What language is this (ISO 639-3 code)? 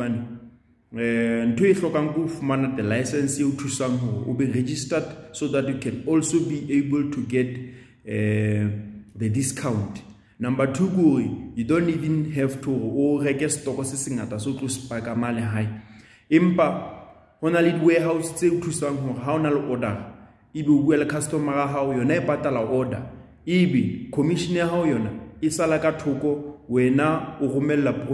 sot